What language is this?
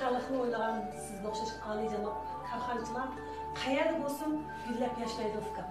Uyghur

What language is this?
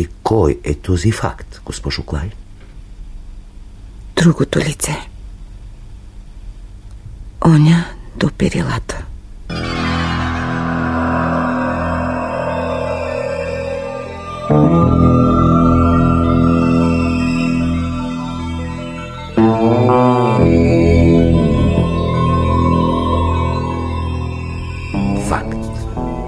Bulgarian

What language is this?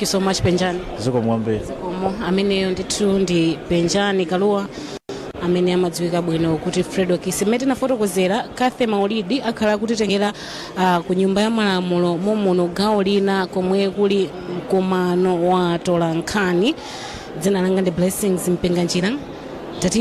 Nyanja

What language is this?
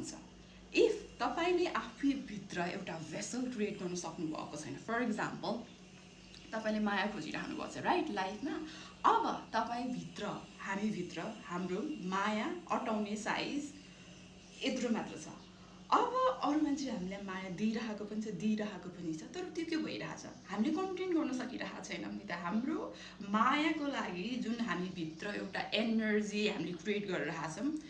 Nepali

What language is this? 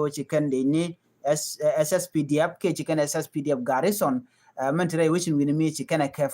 Nuer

